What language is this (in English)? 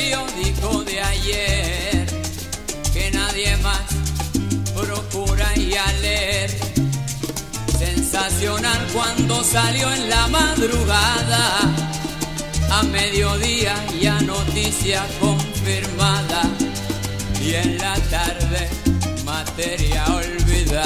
Spanish